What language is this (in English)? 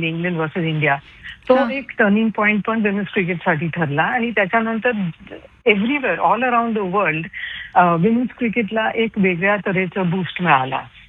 Marathi